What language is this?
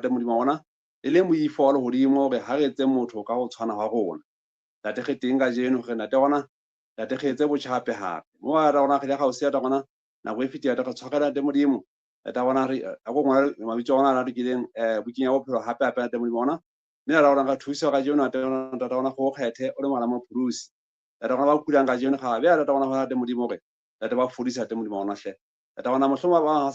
Southern Sotho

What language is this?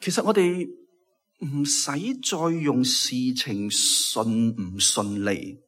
Cantonese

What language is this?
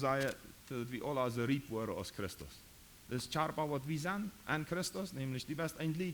Plautdietsch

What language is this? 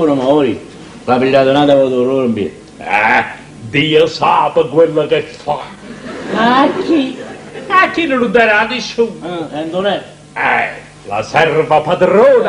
Neapolitan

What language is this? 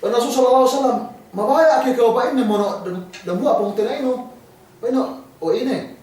Yakan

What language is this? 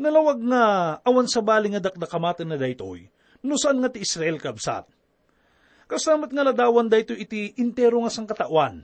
Iloko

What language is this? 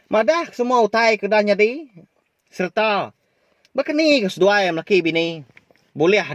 Iban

